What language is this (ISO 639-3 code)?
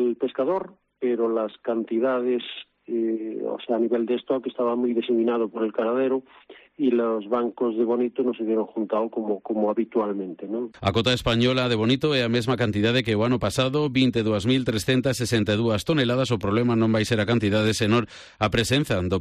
glg